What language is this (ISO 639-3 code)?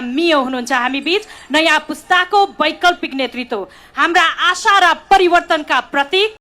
nep